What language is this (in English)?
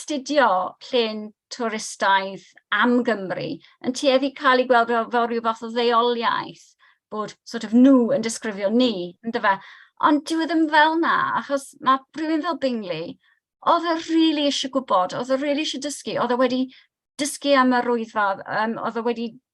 Welsh